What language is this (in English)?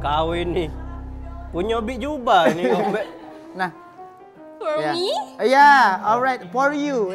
Musi